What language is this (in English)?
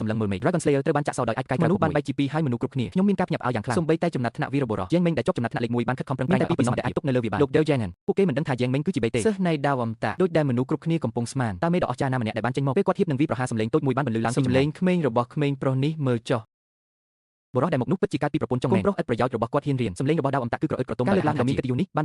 Khmer